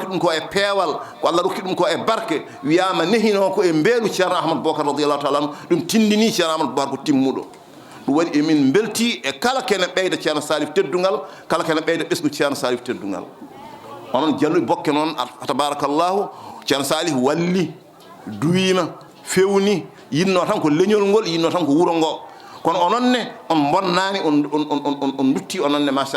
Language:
Fula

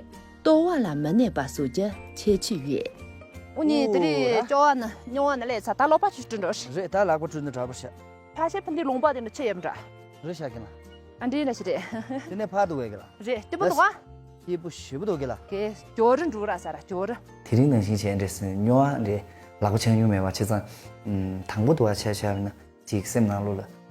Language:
Tibetan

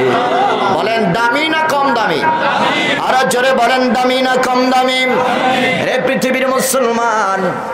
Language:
Bangla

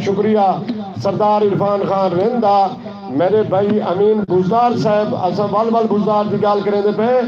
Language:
Saraiki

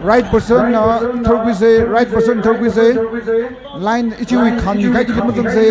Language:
Tangkhul Naga (India)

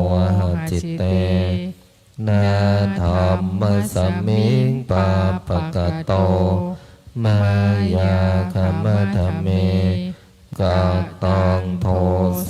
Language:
Pali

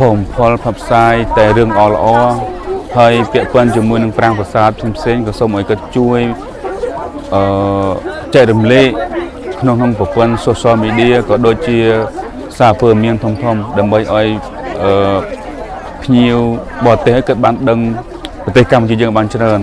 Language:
Khmer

